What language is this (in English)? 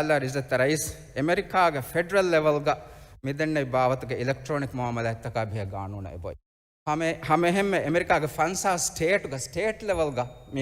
Divehi